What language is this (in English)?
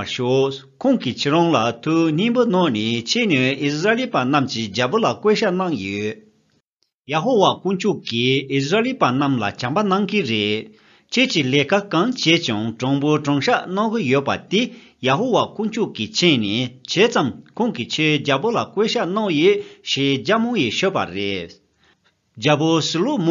Tibetan